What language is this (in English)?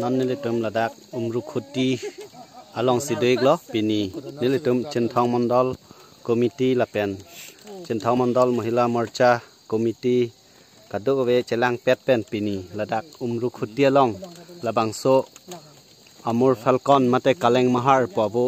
Karbi